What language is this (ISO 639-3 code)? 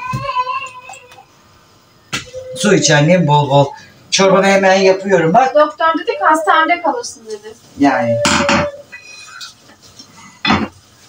tur